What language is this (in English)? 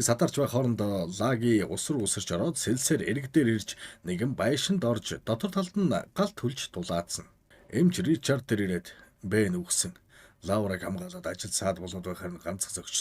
Mongolian